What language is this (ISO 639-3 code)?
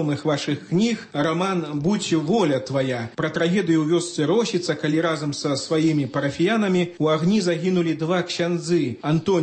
bel